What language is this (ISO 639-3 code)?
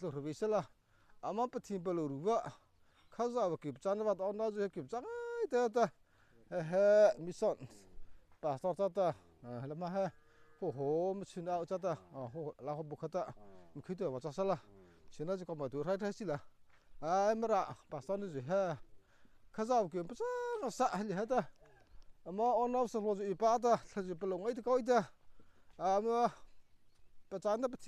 mrh